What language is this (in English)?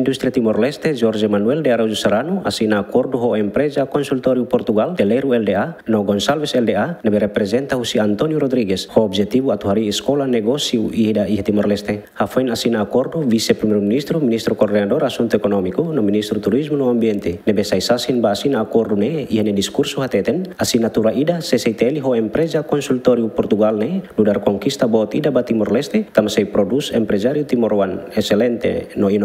Tetum